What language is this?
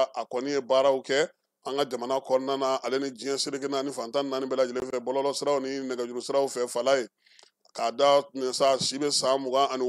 Bambara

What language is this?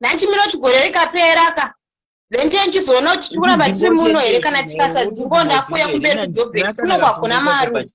Shona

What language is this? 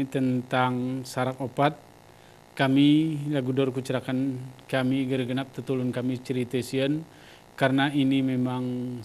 Gayo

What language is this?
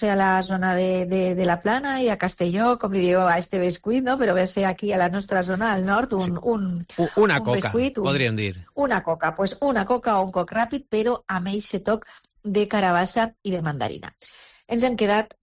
Catalan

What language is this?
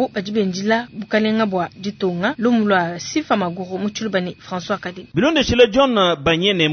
Luba-Lulua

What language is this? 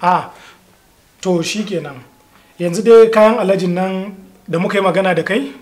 Hausa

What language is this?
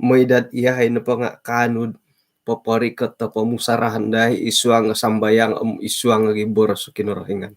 Central Dusun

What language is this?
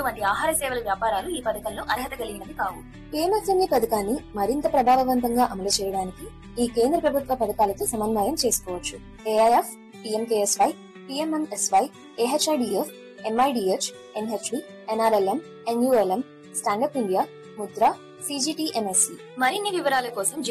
Telugu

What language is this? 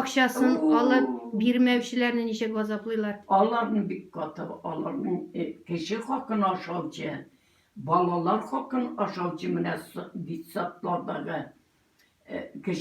Tatar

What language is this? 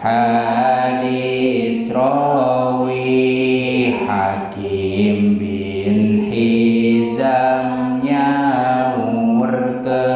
Sundanese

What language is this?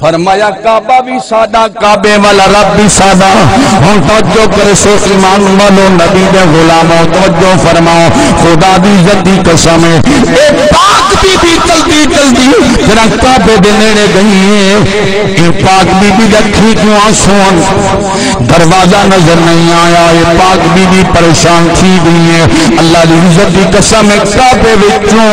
Saraiki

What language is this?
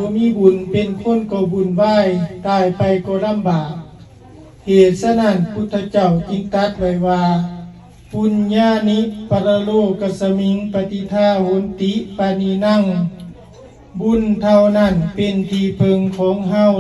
Lao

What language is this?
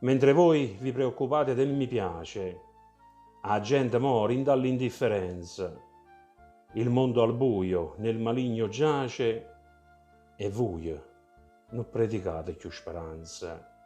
Neapolitan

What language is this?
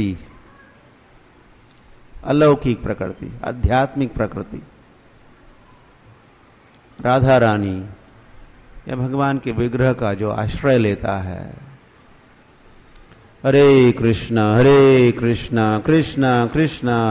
Hindi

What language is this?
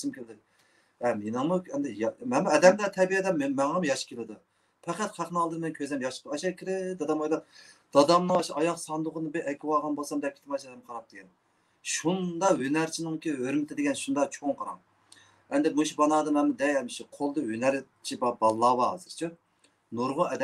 Uyghur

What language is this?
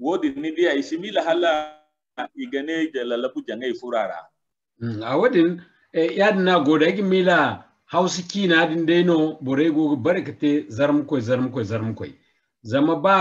Zarma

